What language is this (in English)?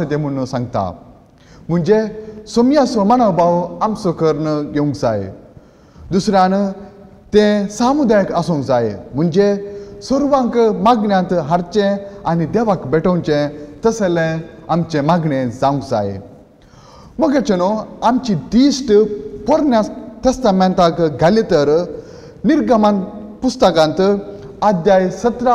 Konkani